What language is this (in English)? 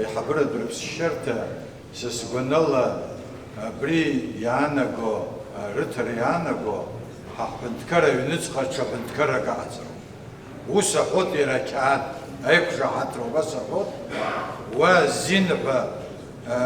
Abkhazian